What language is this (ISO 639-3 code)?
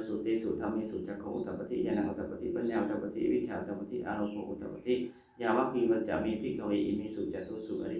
pli